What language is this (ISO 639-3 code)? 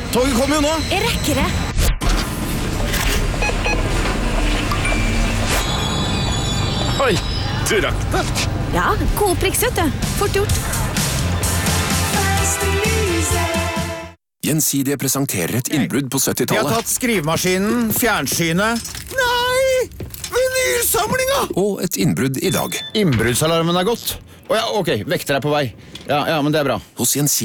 nor